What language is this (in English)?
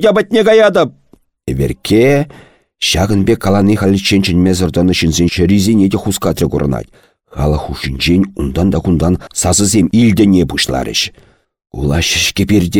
Chuvash